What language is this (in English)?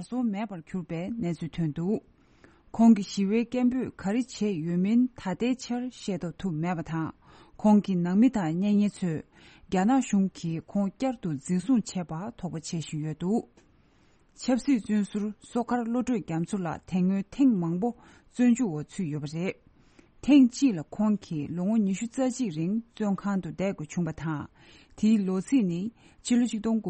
Tibetan